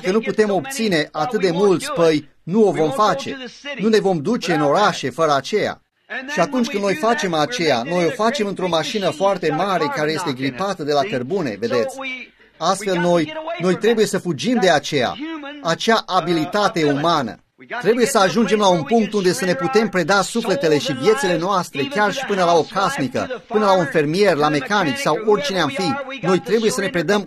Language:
Romanian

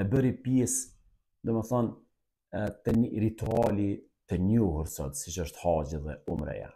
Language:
Albanian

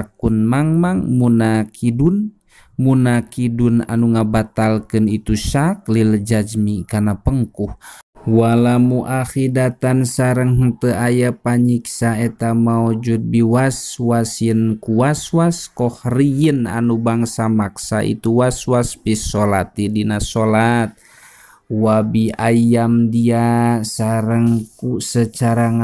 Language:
Sundanese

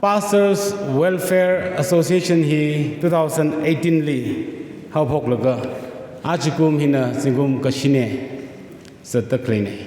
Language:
Tangkhul Naga (India)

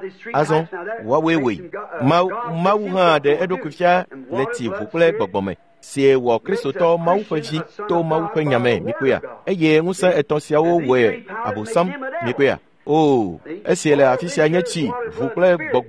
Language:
Ewe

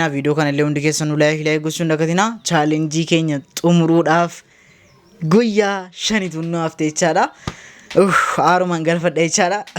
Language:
Oromo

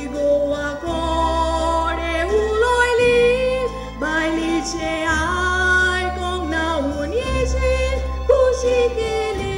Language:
Konkani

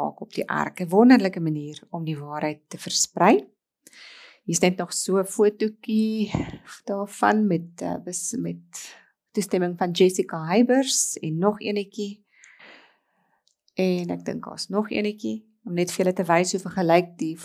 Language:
Afrikaans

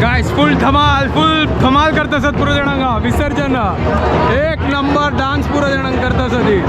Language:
Konkani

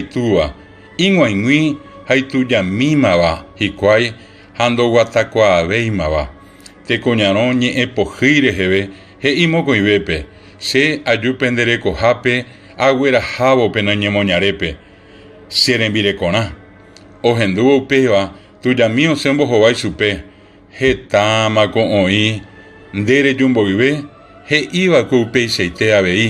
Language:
Guarani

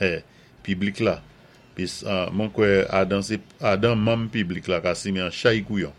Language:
Saint Lucian Creole French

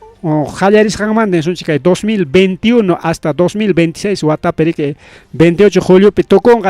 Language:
Ayacucho Quechua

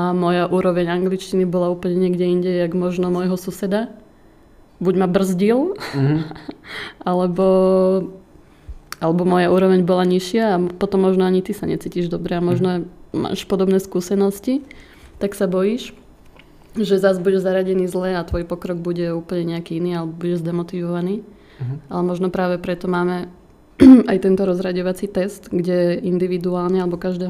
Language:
Slovak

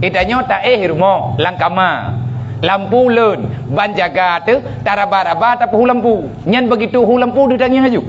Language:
Achinese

